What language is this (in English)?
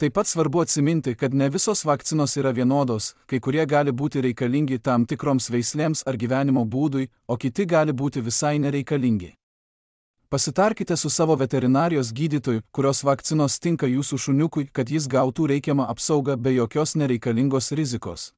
Lithuanian